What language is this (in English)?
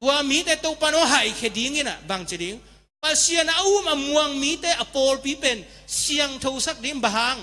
Tedim Chin